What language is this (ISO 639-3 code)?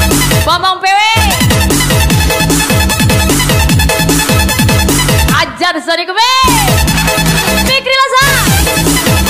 ind